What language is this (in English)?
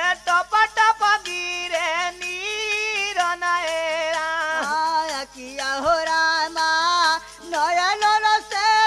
Bhojpuri